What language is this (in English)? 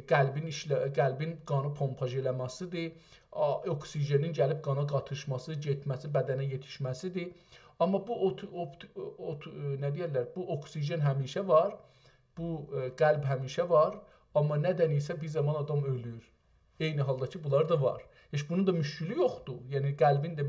South Azerbaijani